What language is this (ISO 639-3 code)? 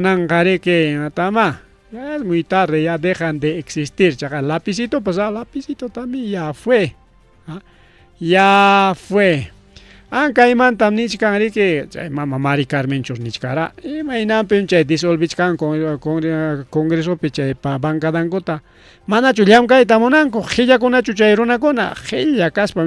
quy